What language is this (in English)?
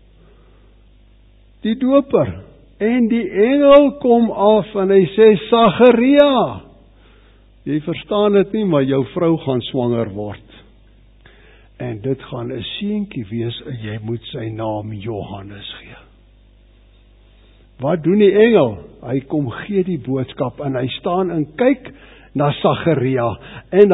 Afrikaans